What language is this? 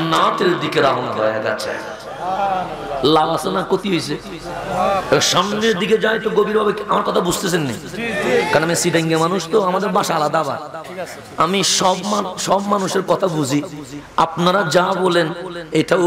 Bangla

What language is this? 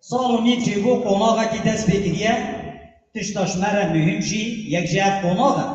Kurdish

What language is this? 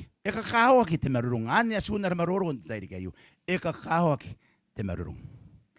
Gilbertese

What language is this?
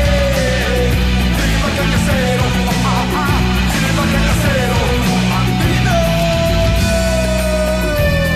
Italian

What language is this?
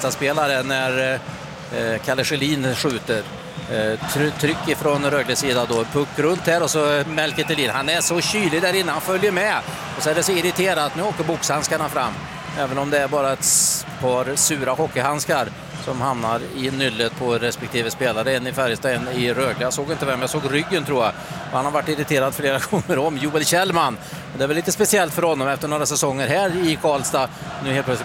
Swedish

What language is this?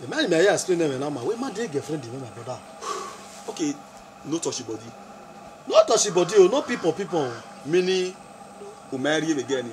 Bini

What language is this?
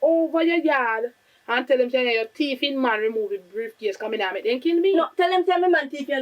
Jamaican Creole English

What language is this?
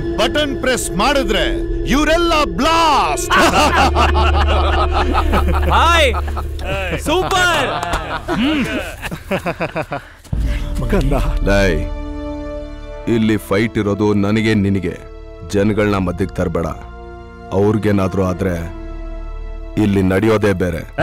Kannada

